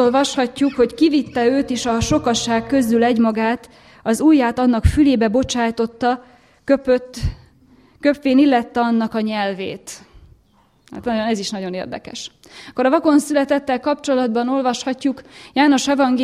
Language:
Hungarian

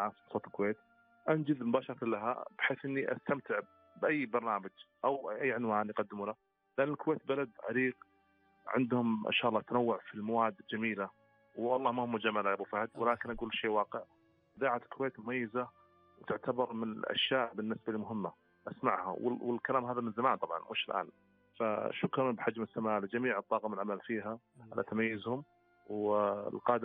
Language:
Gulf Arabic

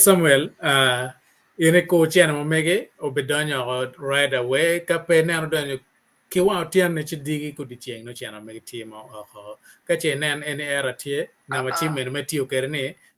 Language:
Acoli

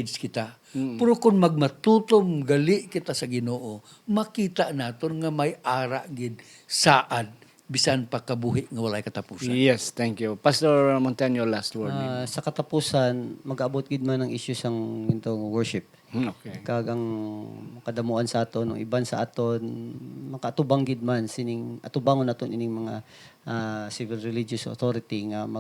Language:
Hiligaynon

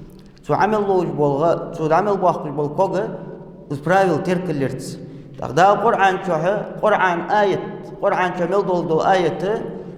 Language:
Ingush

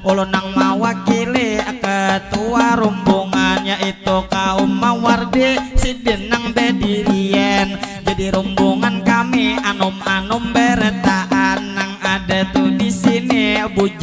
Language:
Banjar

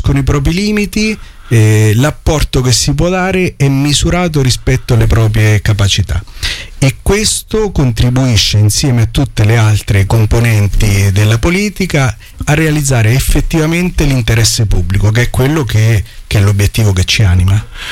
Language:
Italian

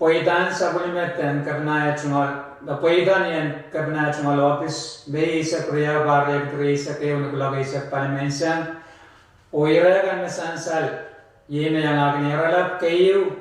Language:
Pohnpeian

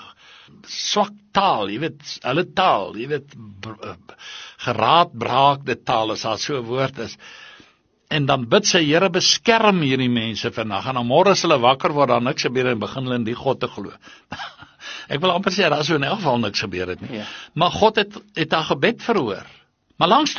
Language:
Afrikaans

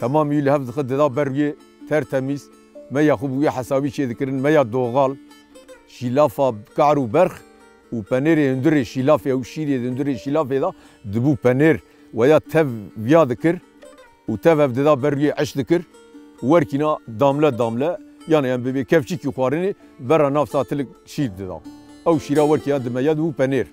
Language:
Kurdish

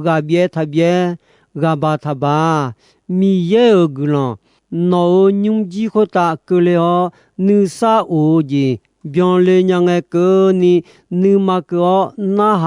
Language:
Akha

